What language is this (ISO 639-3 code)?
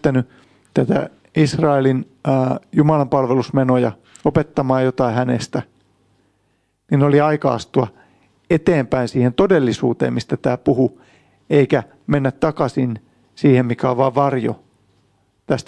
fin